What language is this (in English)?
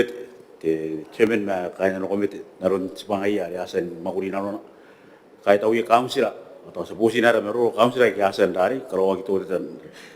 Gilbertese